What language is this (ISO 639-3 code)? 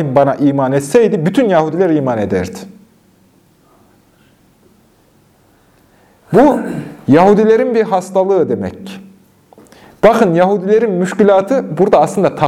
tur